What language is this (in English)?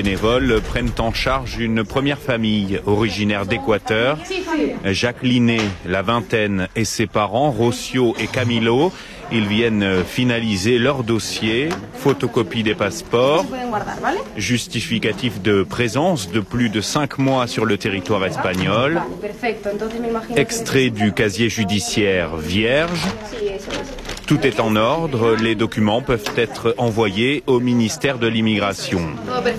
French